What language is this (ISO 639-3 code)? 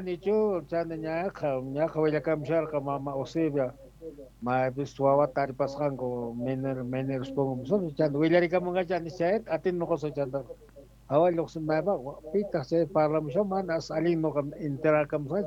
que